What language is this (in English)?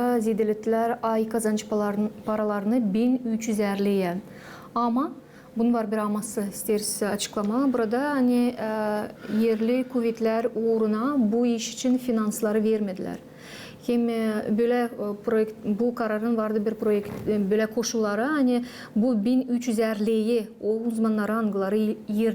Gagauz